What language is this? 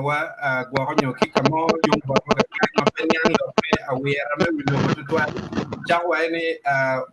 Acoli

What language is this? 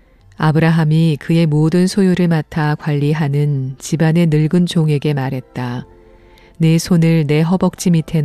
Korean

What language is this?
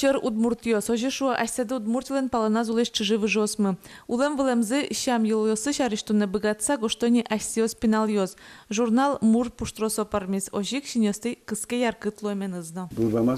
Udmurt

